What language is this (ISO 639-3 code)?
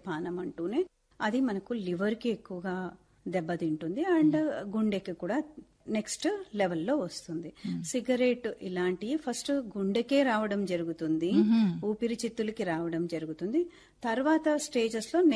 tel